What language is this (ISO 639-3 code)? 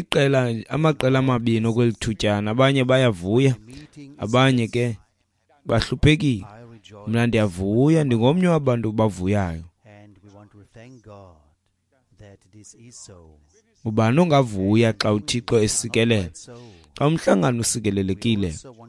xho